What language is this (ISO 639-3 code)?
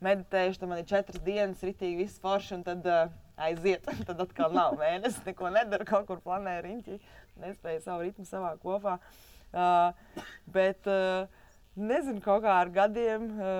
lav